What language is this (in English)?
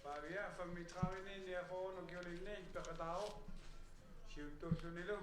Kalaallisut